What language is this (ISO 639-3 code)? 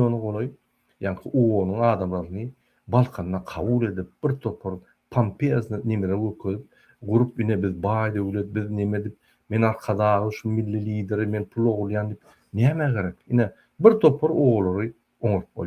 tuk